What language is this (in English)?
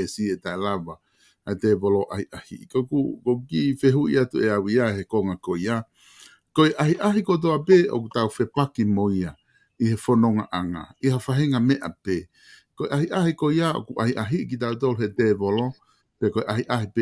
Tongan